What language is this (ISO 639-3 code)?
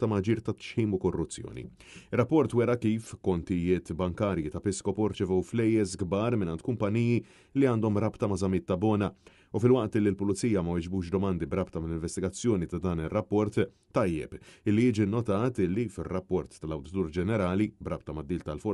mlt